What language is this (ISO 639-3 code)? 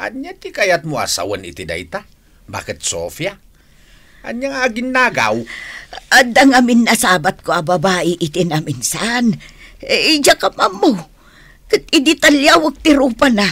ilo